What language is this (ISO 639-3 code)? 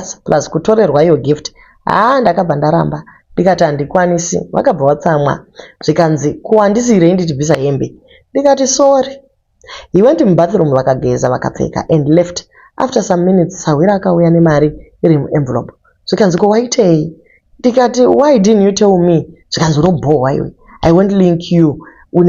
sna